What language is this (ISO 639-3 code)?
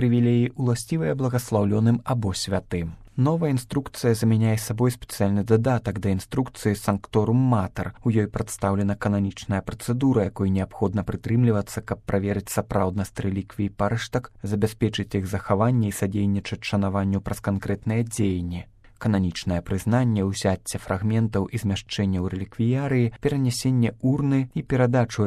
bel